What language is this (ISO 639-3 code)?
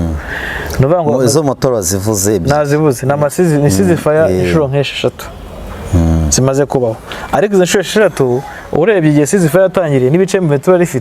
kin